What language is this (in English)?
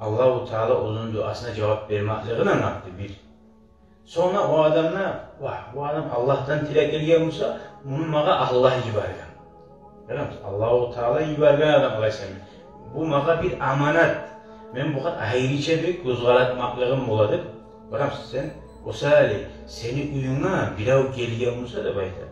Kumyk